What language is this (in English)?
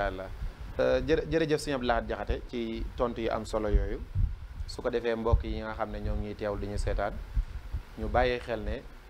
Wolof